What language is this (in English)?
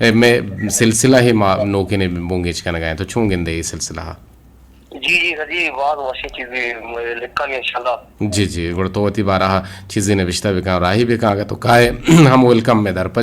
Eastern Balochi